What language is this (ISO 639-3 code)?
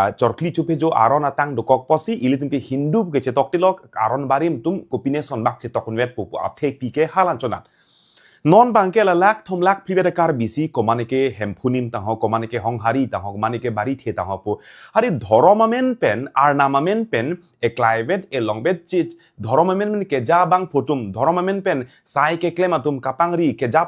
mjw